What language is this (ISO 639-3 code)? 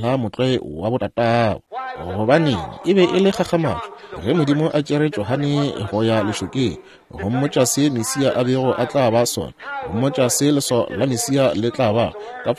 nso